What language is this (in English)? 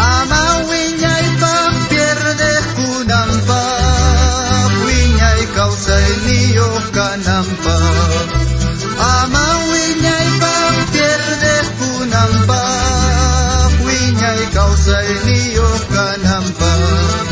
South Bolivian Quechua